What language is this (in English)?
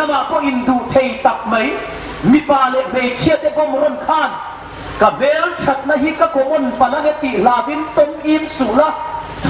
Hmar